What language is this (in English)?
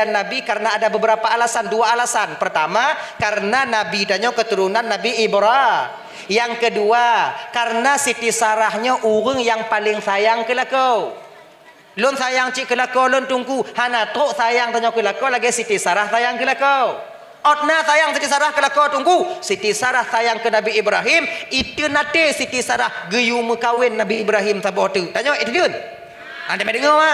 Achinese